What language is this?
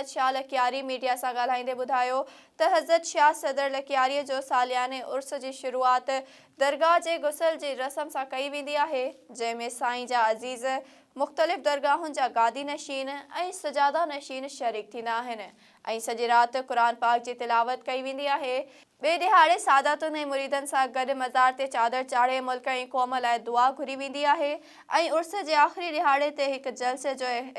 Sindhi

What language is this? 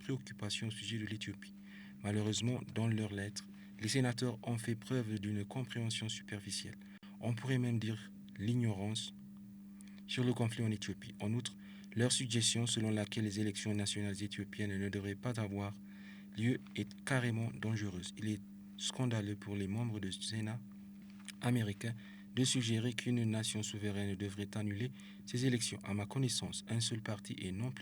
French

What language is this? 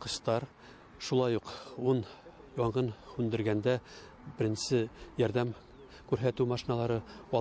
Bashkir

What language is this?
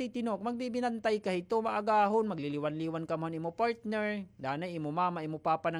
Waray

